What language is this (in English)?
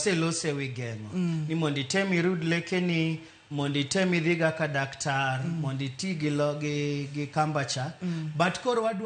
Luo (Kenya and Tanzania)